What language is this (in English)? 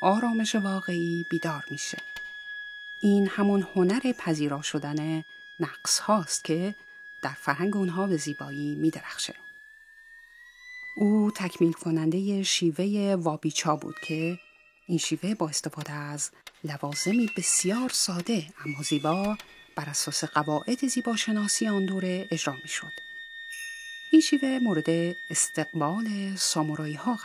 Persian